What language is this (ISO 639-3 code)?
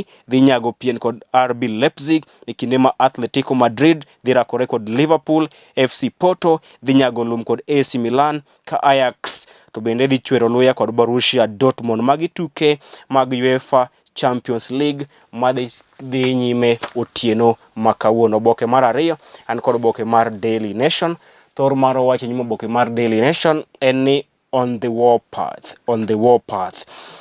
luo